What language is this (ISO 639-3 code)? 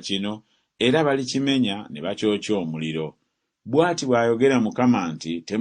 lug